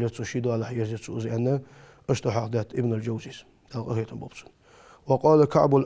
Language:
Ingush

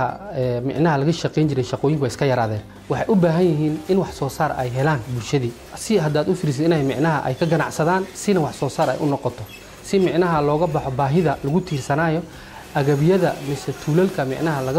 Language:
Somali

